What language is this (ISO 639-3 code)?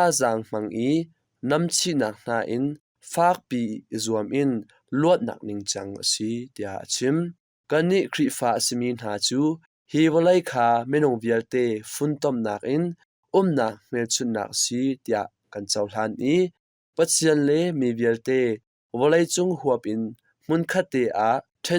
cnh